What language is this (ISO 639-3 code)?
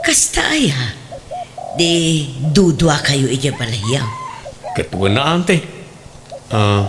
ilo